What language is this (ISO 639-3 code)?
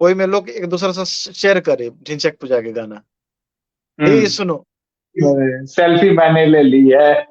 mai